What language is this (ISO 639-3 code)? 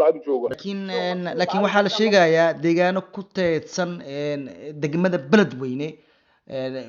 som